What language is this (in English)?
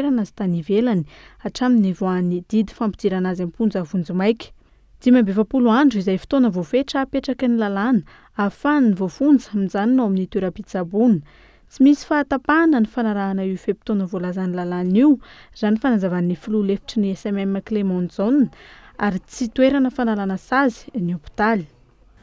Malagasy